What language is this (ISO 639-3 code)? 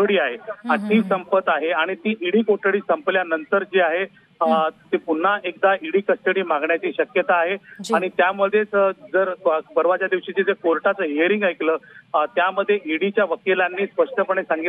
mar